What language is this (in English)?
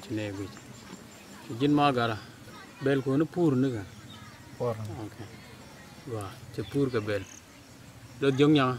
Nuer